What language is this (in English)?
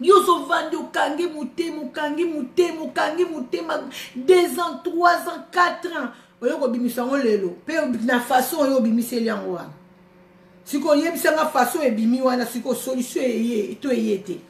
Lingala